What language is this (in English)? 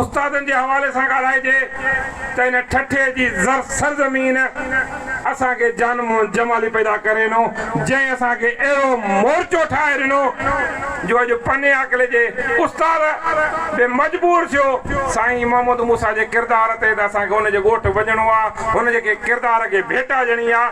Sindhi